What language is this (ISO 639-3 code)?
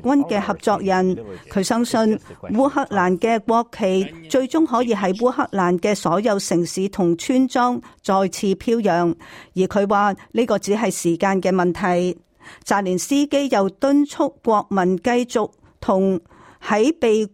yue